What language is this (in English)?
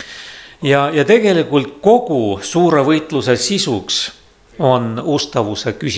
Estonian